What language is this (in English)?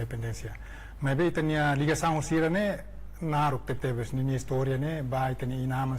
Tetum